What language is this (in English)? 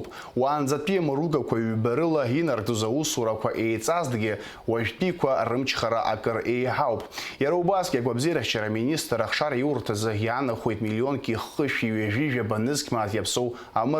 Abkhazian